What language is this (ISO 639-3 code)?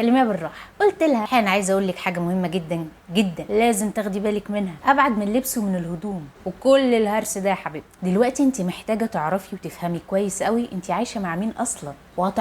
arz